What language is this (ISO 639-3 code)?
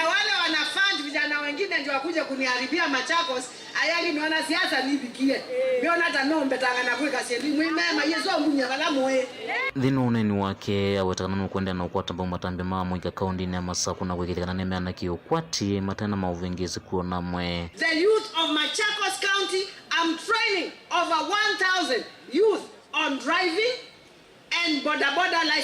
kam